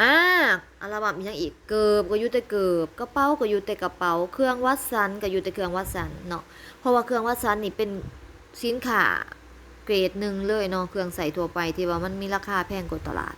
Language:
Lao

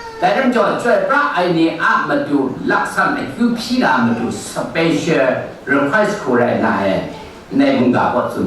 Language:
Kachin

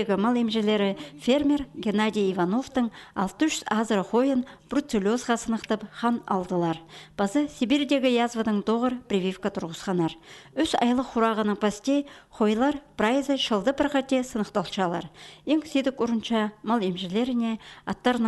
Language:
Khakas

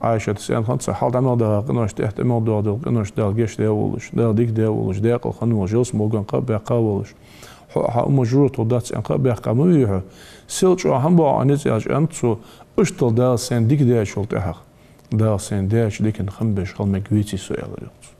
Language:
Ingush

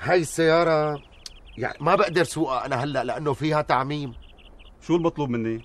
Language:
North Levantine Arabic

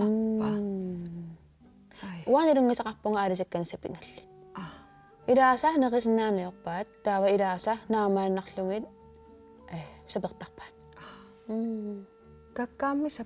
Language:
Kalaallisut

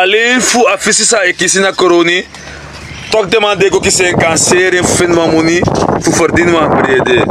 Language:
Sranan Tongo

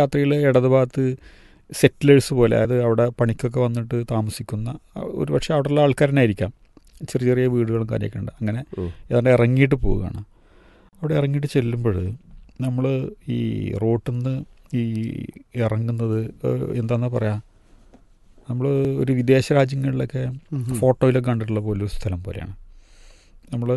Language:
Malayalam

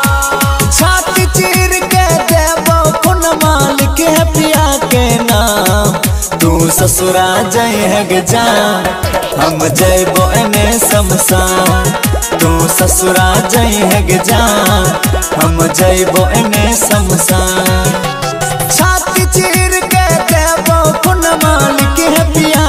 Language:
Bhojpuri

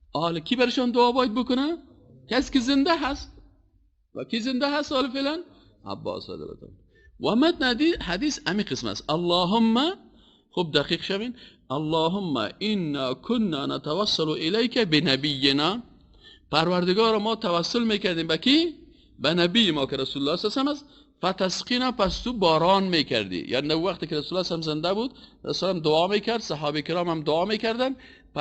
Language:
Persian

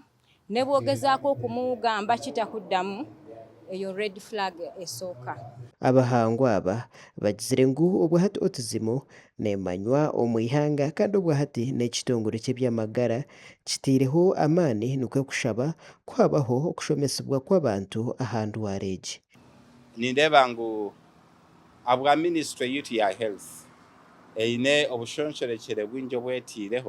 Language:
Nyankole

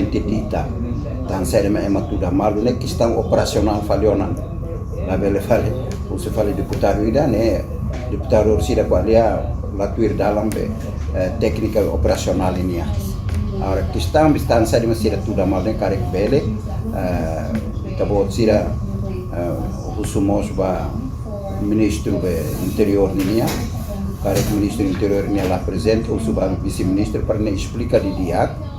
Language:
Tetum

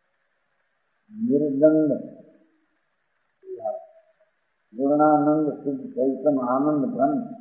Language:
Gujarati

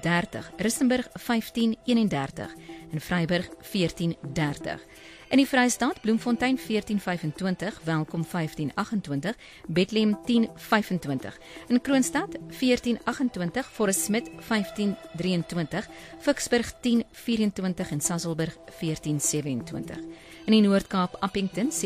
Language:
Afrikaans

